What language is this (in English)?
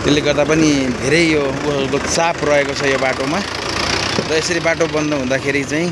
Nepali